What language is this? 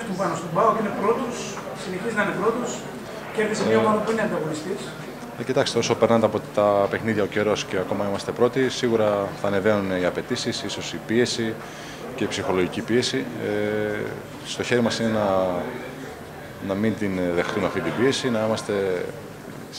Greek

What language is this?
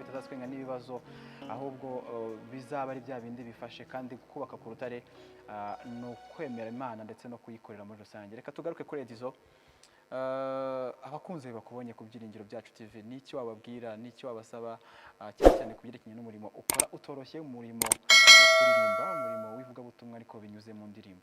Kinyarwanda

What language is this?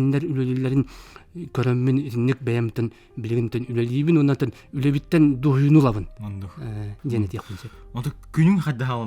Yakut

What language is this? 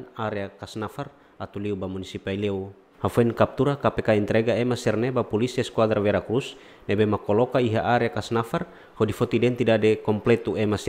Tetum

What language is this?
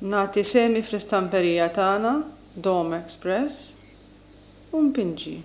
Maltese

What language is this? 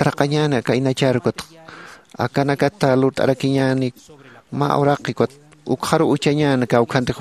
Aymara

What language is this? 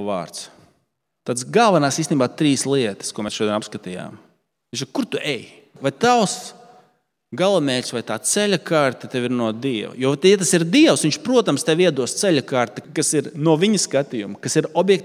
Latvian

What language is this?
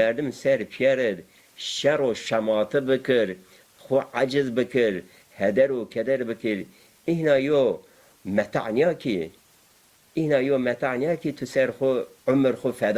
Zaza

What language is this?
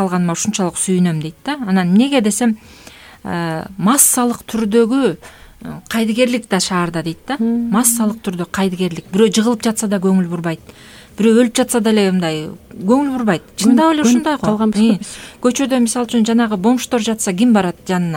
Kyrgyz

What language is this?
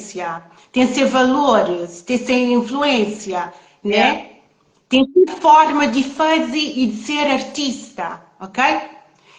Kabuverdianu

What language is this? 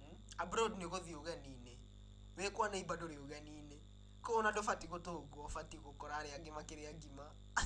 Kikuyu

